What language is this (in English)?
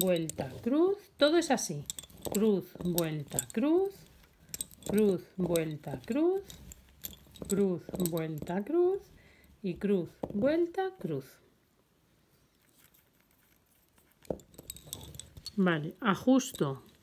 Spanish